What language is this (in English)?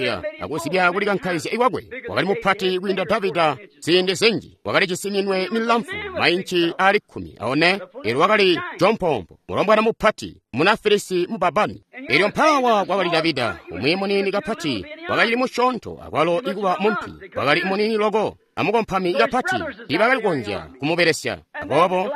Tonga (Zambia)